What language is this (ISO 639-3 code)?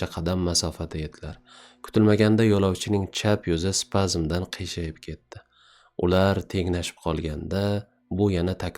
uzb